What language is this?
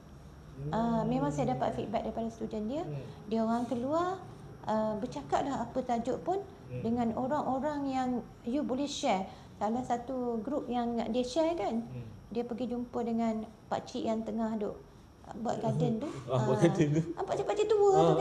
Malay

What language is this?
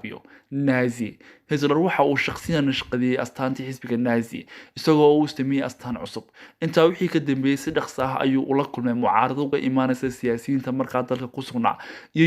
Somali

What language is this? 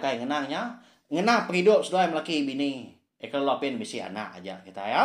Iban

